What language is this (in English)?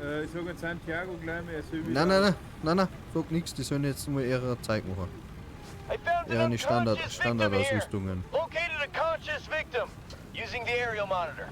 Bavarian